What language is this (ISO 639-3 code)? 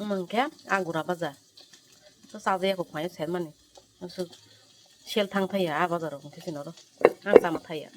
trp